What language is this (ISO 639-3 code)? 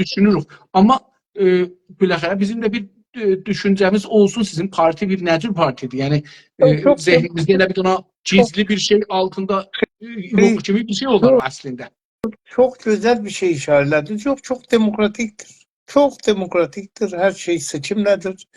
azb